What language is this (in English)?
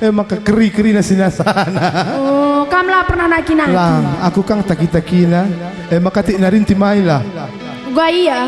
Batak Karo